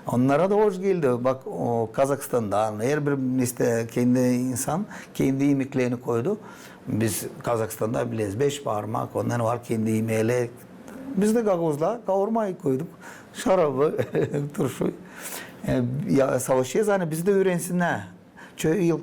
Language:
Gagauz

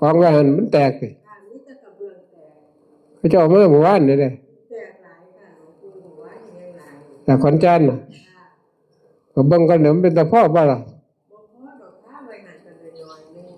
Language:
Northeastern Thai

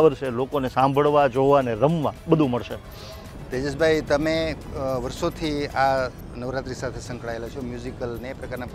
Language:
Gujarati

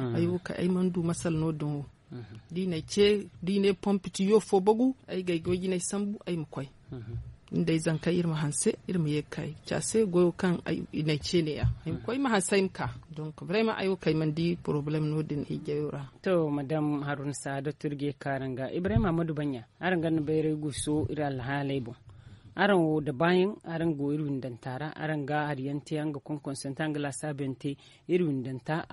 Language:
Zarma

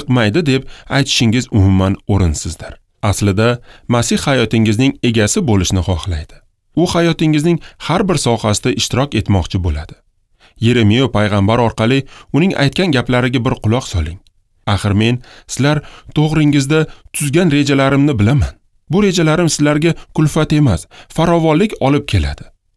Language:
Uzbek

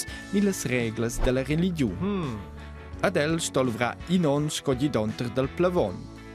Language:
Romansh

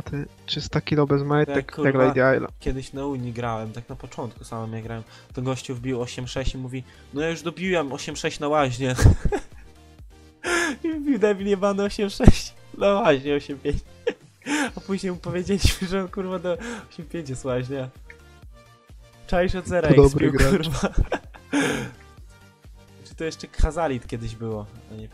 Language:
Polish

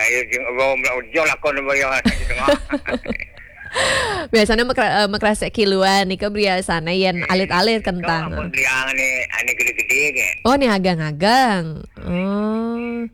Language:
Balinese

